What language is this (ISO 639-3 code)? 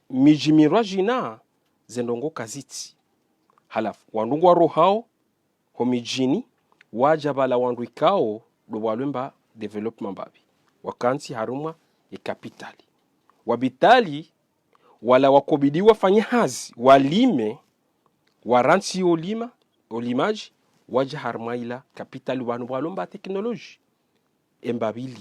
zdj